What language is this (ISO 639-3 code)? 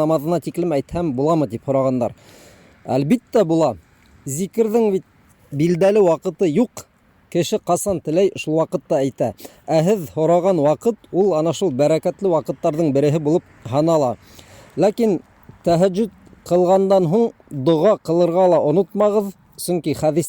bak